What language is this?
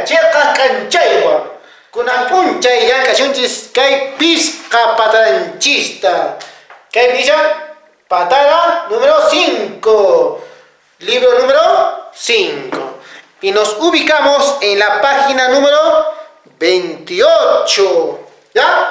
Quechua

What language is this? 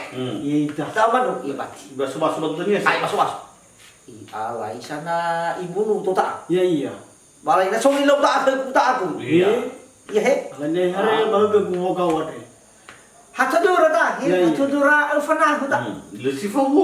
Nias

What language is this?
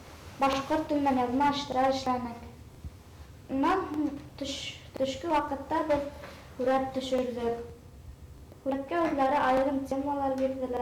Bashkir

